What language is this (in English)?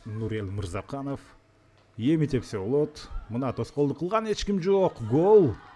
Kyrgyz